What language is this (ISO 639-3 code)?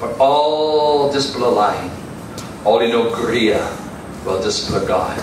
tpi